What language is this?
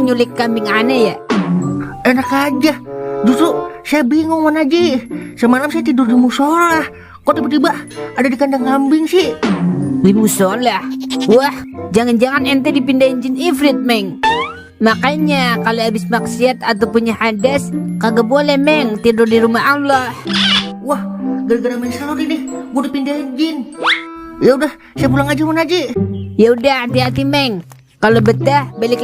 Betawi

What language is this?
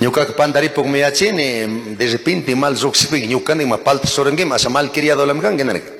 Chimborazo Highland Quichua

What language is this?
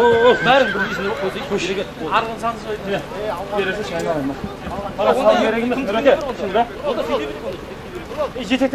Kazakh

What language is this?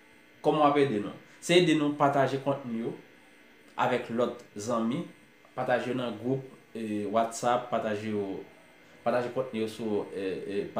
Haitian Creole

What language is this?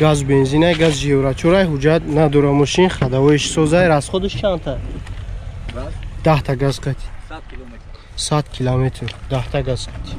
Tajik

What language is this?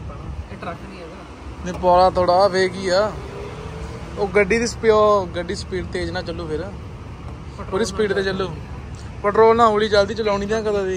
Punjabi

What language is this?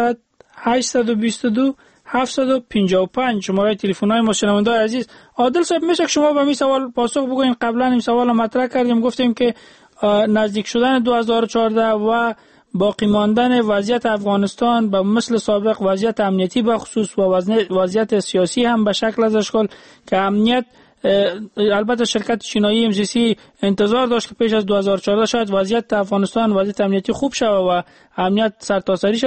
Persian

